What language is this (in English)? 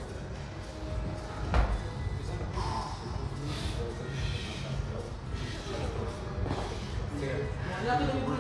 Bulgarian